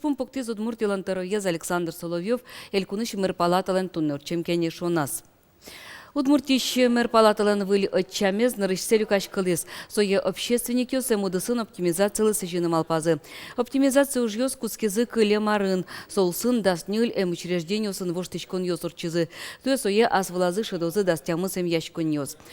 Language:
Udmurt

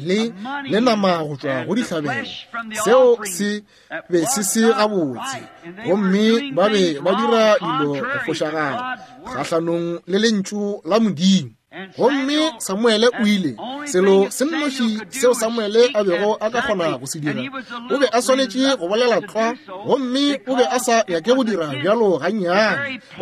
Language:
Northern Sotho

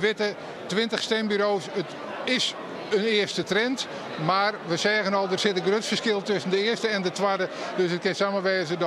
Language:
Western Frisian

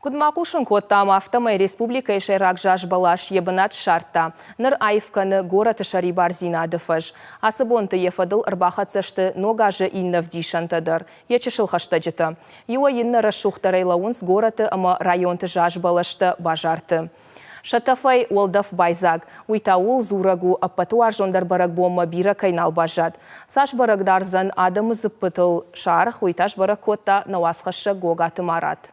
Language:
Ossetic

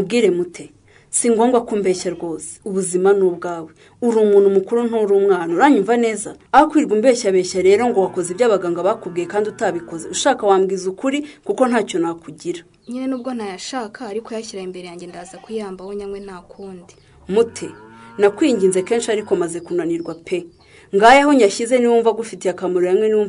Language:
Kinyarwanda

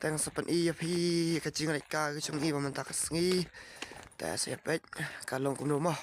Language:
Khasi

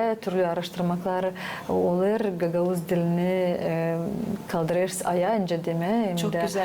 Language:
Gagauz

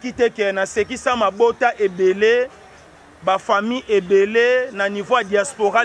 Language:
Lingala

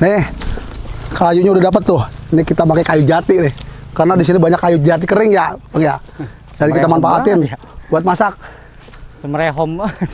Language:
Betawi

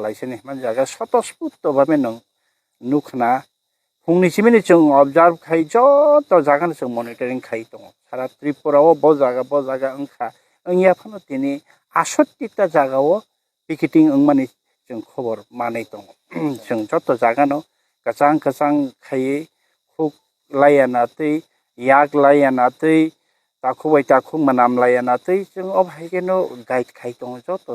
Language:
Kok Borok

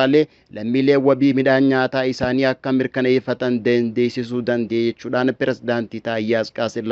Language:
Oromo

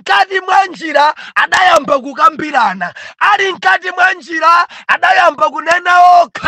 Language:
Nyanja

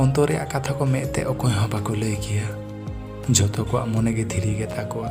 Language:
Santali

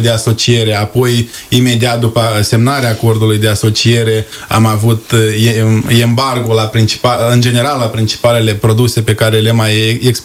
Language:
Romanian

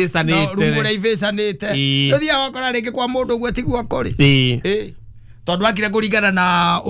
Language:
Kikuyu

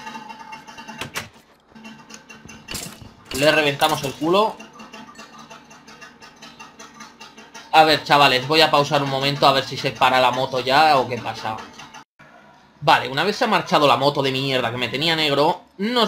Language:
Spanish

